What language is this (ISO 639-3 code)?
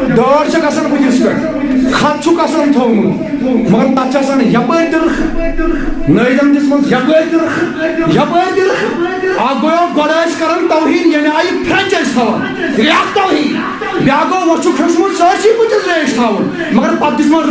kas